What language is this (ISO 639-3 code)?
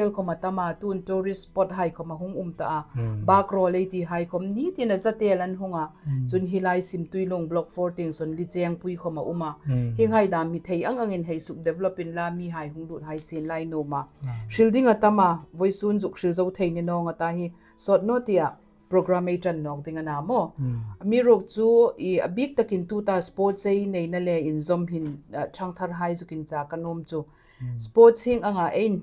hmr